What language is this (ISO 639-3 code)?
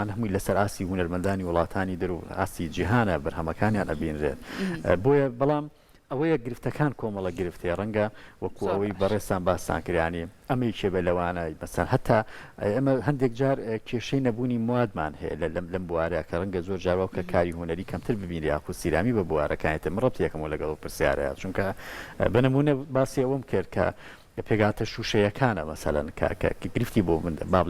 ckb